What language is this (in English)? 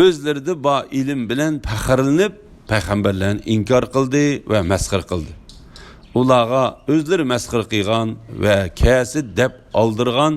Uyghur